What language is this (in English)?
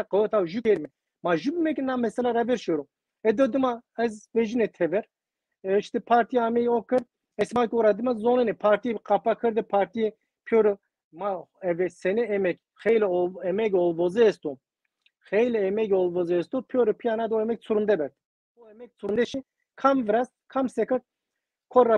Zaza